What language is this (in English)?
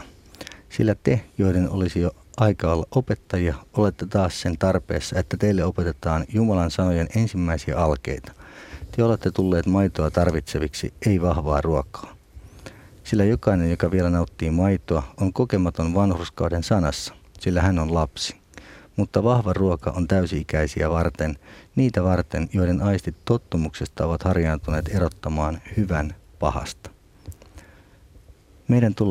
Finnish